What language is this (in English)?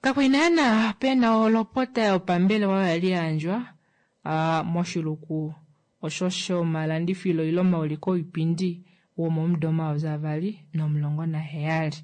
Kuanyama